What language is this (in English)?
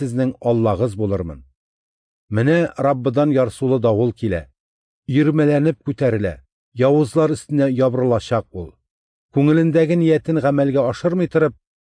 Tatar